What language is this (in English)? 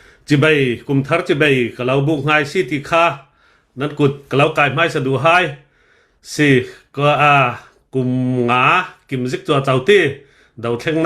Hakha Chin